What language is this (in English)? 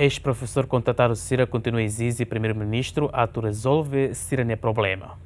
Tetum